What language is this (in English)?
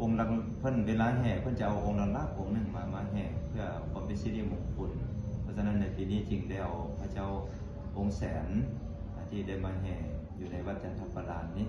Lao